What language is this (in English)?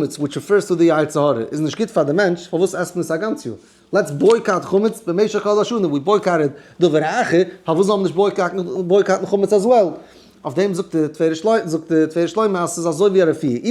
Yiddish